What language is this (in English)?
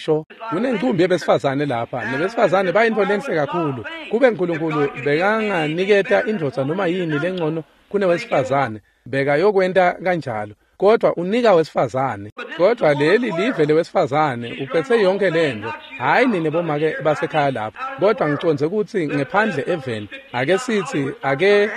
Swati